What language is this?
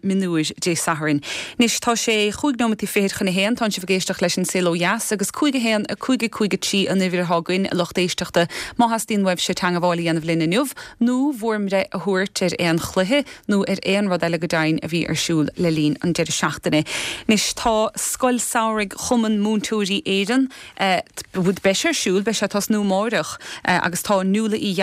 Irish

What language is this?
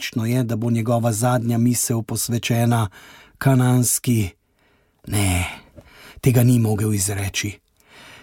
Slovenian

